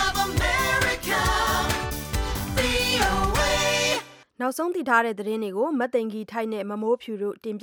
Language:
Burmese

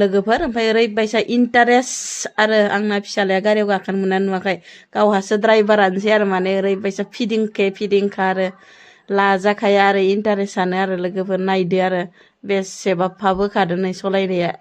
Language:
Bodo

